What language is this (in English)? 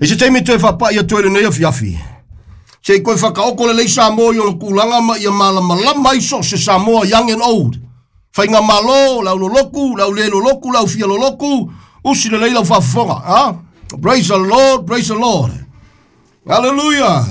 Samoan